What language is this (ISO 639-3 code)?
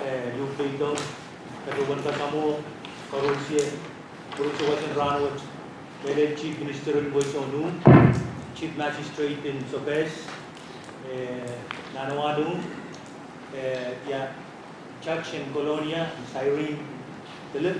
pon